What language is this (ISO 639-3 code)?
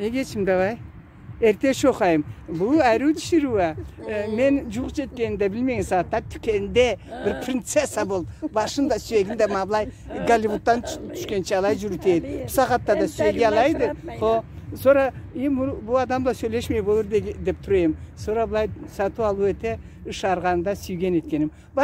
krc